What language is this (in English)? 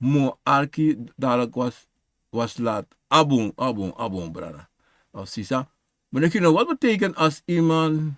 Sranan Tongo